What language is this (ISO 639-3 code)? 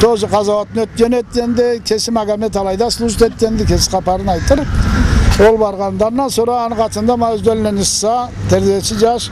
krc